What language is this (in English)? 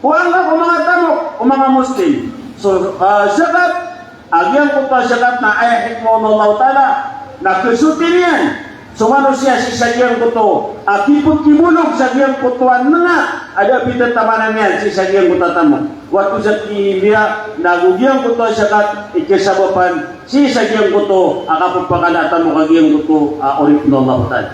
Maranao